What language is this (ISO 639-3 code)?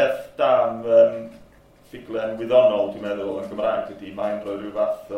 cym